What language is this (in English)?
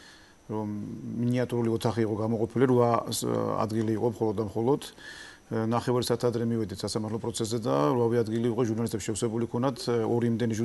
Georgian